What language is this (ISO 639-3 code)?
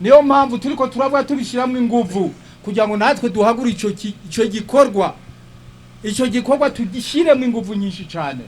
run